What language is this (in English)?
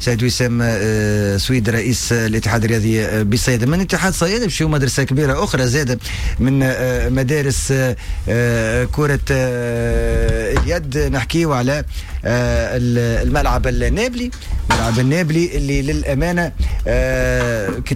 Tunisian Arabic